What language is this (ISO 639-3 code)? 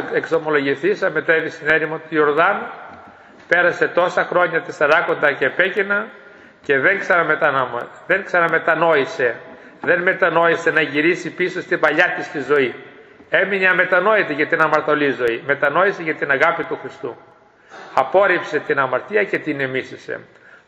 ell